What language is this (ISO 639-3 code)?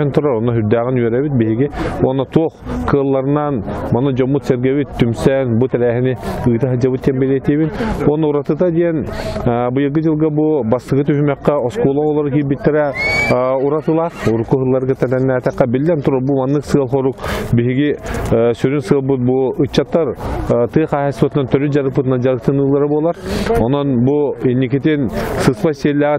sah